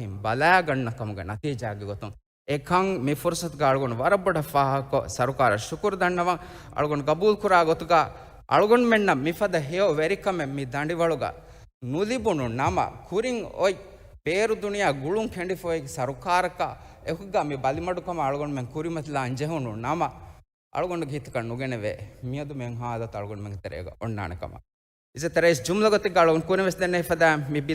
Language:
Divehi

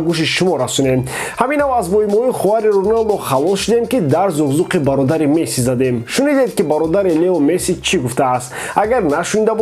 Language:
Tajik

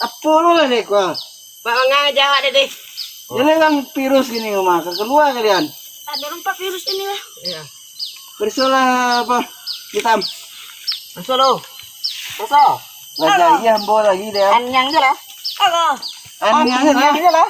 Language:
Minangkabau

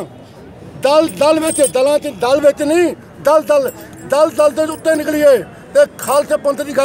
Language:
Punjabi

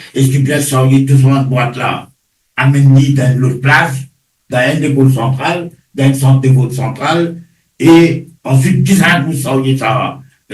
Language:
Morisyen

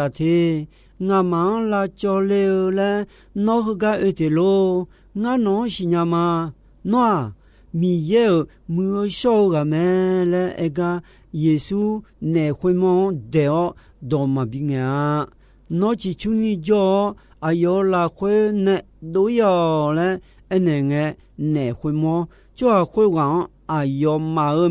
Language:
Akha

